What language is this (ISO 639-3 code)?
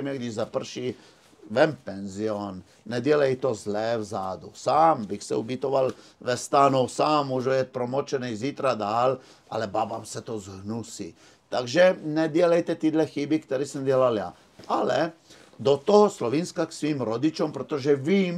ces